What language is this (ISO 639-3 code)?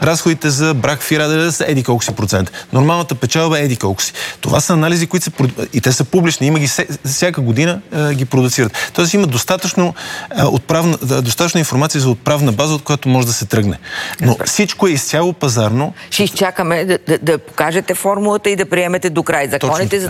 bul